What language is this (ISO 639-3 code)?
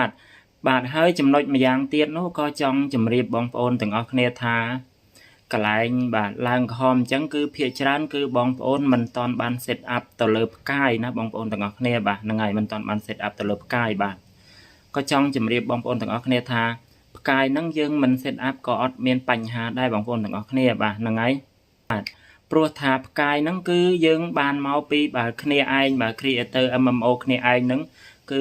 khm